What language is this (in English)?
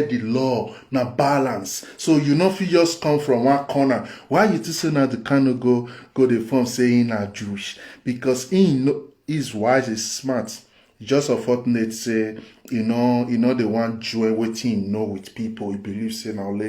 Nigerian Pidgin